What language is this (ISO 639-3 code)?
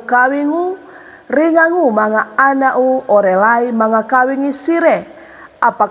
sxn